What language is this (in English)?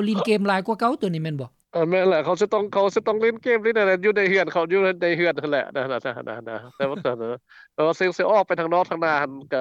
Lao